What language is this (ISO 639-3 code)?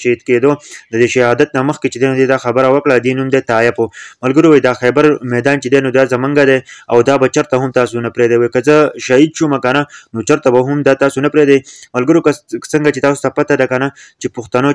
pus